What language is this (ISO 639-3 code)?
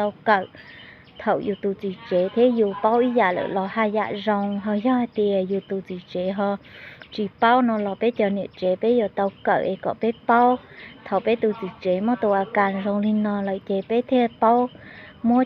hmn